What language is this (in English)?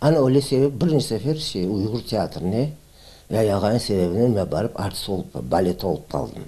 Crimean Tatar